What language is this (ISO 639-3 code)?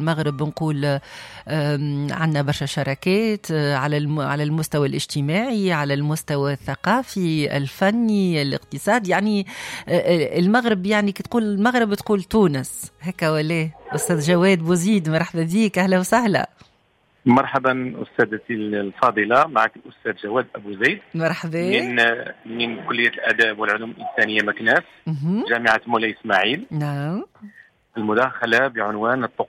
aeb